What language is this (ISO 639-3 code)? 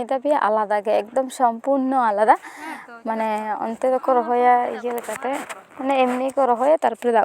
sat